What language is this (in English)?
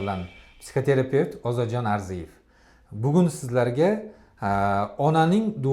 Uzbek